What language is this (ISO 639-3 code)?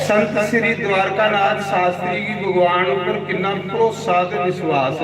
doi